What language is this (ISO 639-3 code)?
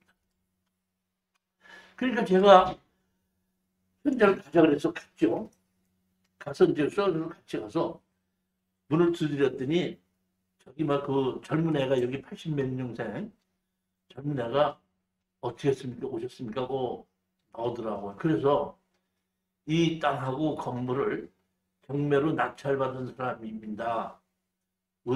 kor